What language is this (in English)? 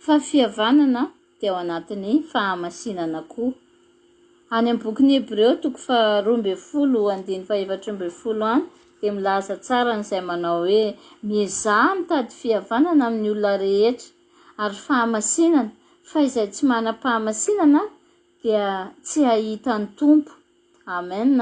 Malagasy